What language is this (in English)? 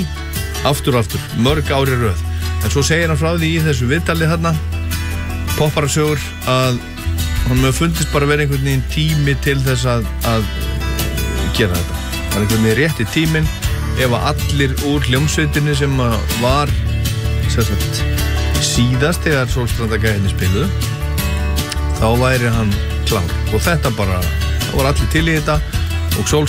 Icelandic